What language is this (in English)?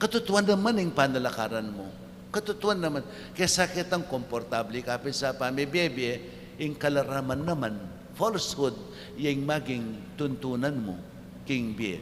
Pampanga